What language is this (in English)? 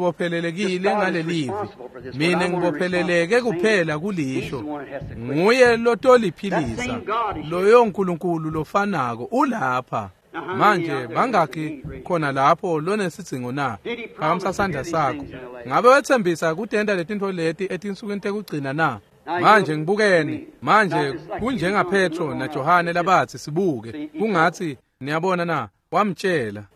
Swati